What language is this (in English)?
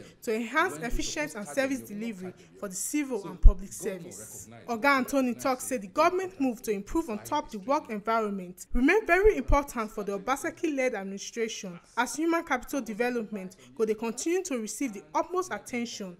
Nigerian Pidgin